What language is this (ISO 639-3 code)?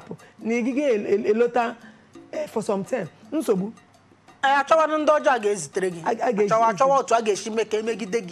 ibo